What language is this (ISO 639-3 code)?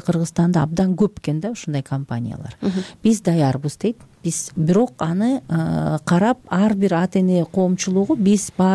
kir